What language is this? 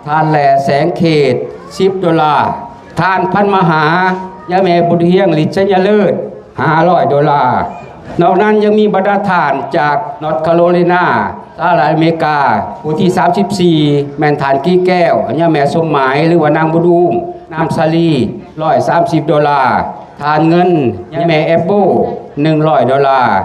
Lao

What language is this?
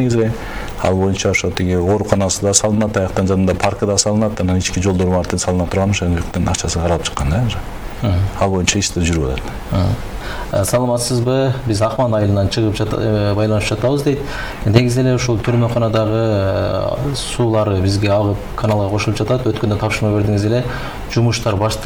Kyrgyz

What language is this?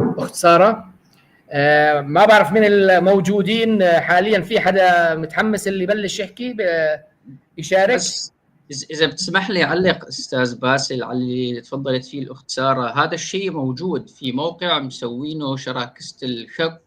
North Levantine Arabic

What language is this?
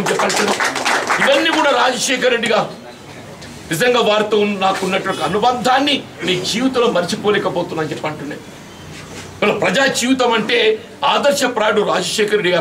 Telugu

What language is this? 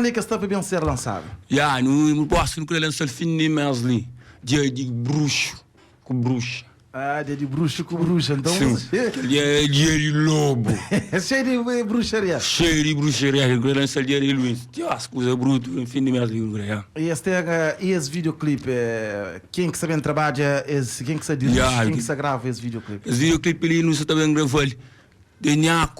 Kabuverdianu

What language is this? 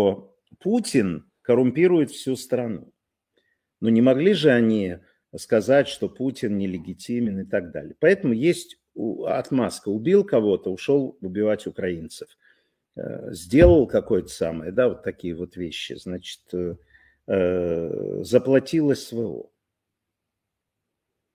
Russian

